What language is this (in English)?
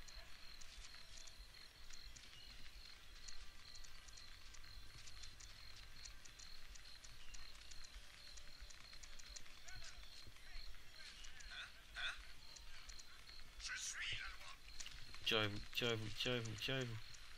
French